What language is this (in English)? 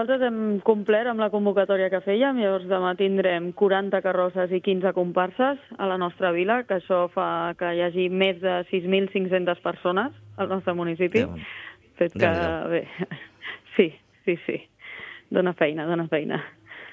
Catalan